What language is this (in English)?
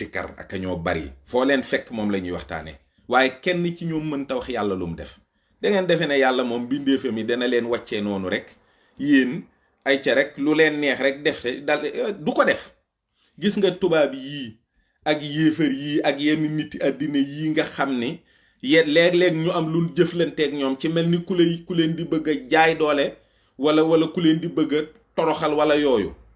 Wolof